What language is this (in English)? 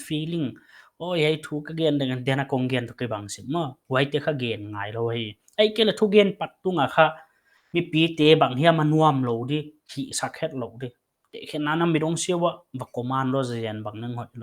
Paite Chin